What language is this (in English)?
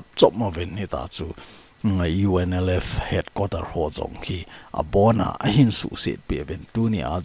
Thado Chin